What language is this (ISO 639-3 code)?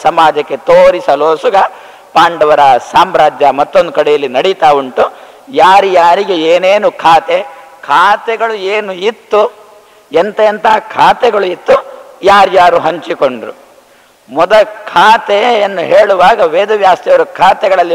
kan